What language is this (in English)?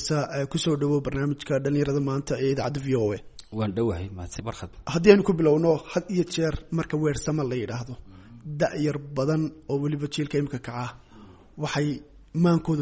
Somali